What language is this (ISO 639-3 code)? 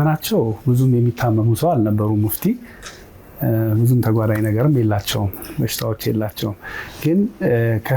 amh